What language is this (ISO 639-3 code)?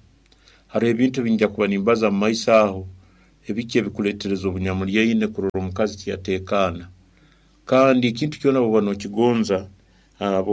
nyo